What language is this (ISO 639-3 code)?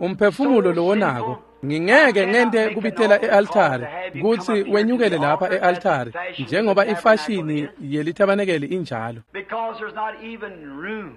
ssw